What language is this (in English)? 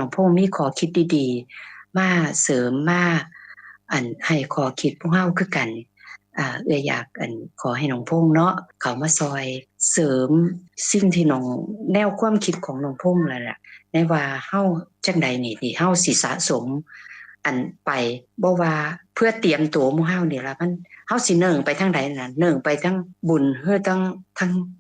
Lao